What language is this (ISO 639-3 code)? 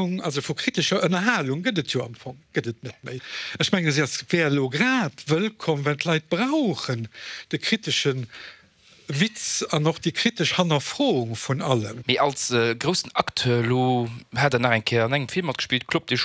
ltz